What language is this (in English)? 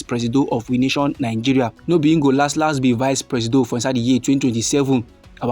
Nigerian Pidgin